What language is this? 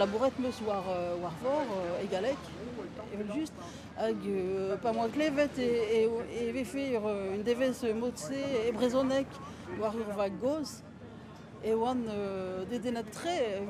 Breton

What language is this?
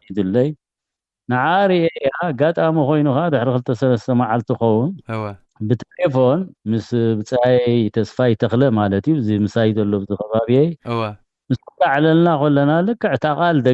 Tigrinya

